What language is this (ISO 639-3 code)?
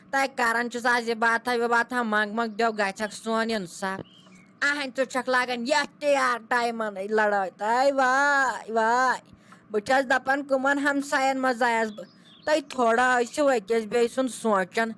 kas